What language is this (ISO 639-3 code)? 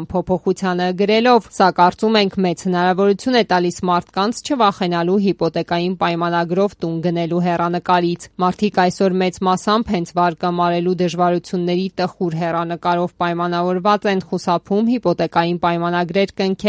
hye